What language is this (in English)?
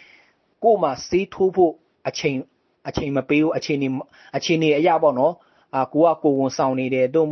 Burmese